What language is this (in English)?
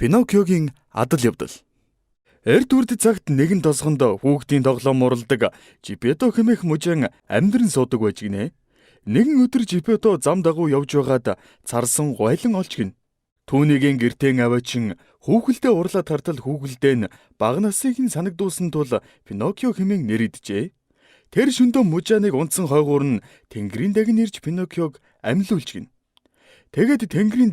Mongolian